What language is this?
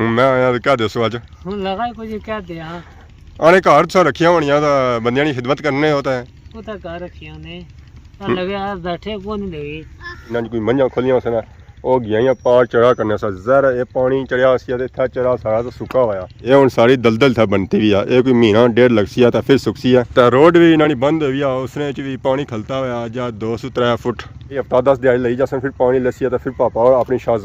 Pahari-Potwari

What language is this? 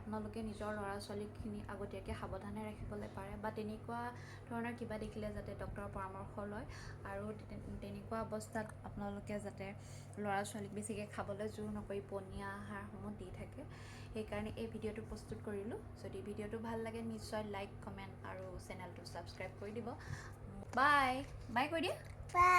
Assamese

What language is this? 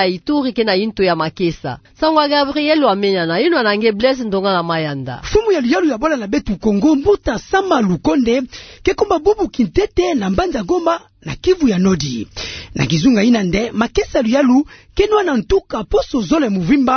Kituba (Democratic Republic of Congo)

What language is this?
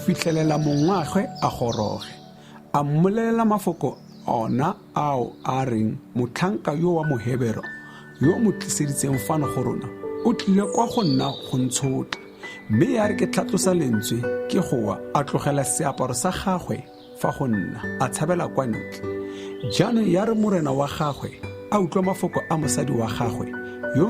Tswana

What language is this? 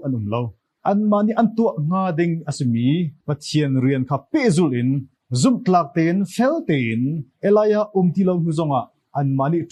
Hakha Chin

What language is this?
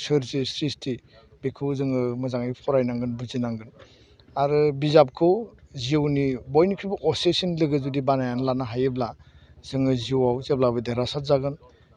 Bodo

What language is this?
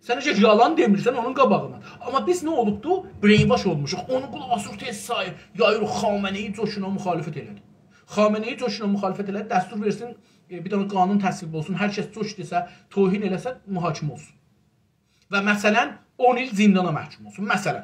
South Azerbaijani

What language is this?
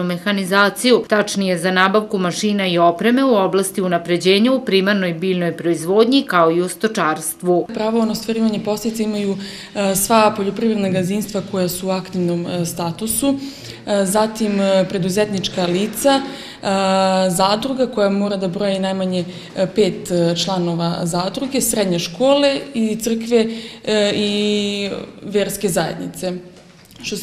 Serbian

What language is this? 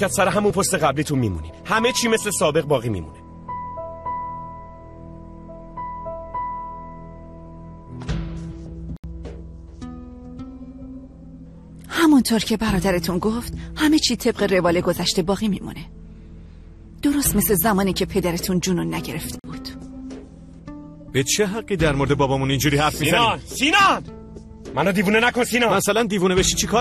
Persian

